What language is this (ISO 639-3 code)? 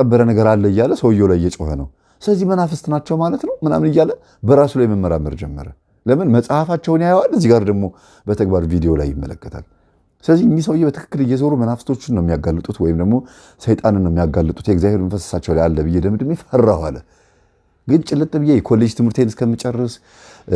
amh